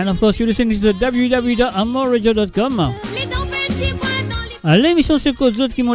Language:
Morisyen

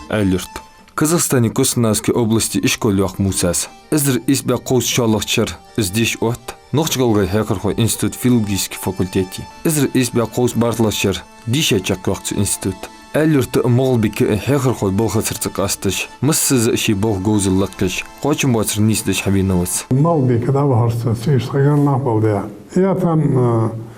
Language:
Ingush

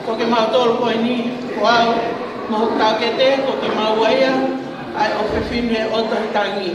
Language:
Tongan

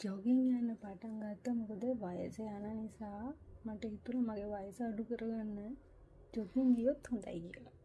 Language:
Sinhala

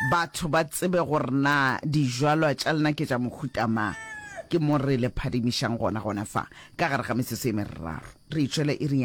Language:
Northern Sotho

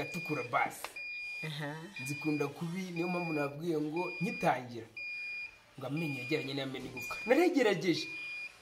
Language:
Kinyarwanda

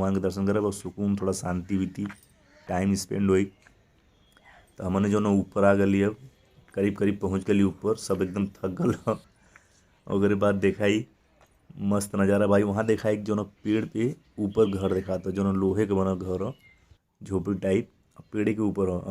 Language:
Bhojpuri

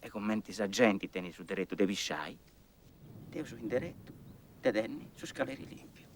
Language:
Sardinian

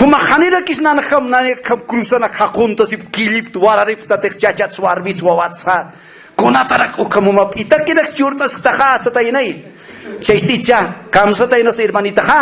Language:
Aymara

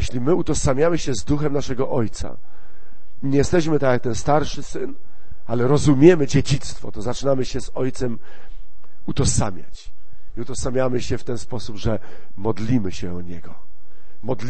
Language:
Polish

